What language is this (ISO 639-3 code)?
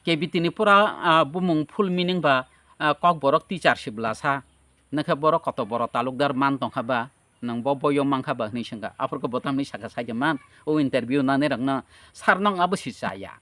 trp